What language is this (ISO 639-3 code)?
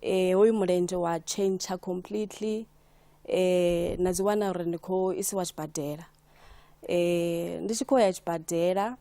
ven